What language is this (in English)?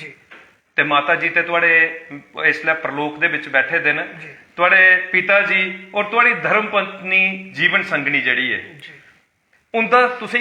Dogri